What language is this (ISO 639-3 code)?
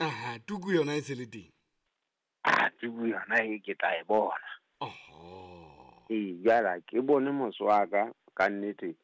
sot